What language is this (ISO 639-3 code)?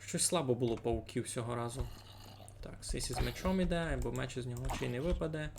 rue